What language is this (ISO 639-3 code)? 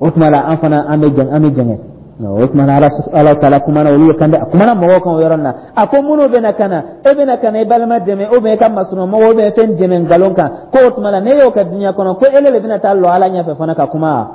dyu